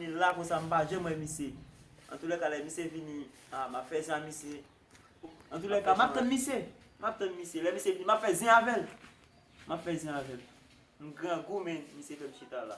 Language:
Haitian Creole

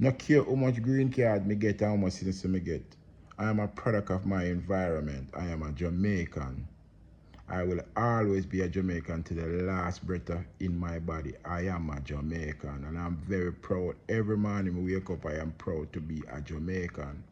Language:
Jamaican Creole English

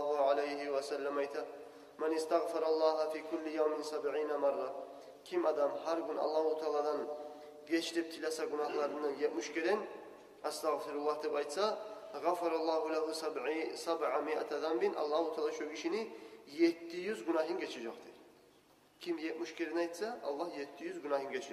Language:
Kumyk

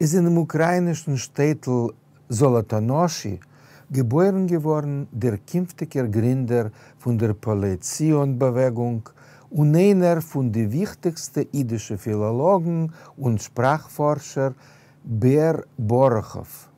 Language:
Yiddish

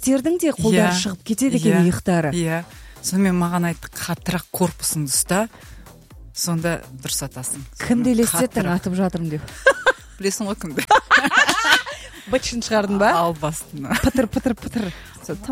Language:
Kazakh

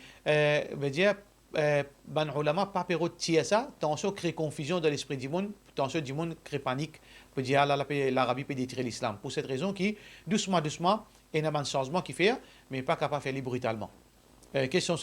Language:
Morisyen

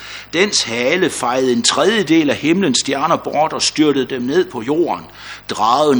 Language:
Danish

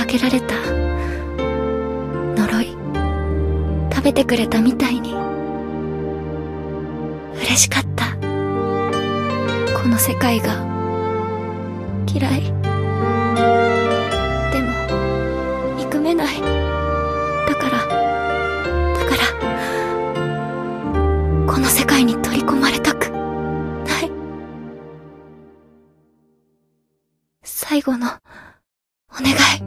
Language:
Japanese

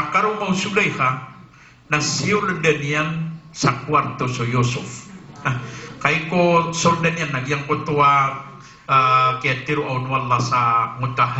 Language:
Maranao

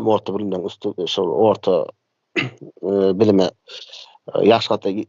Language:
Turkmen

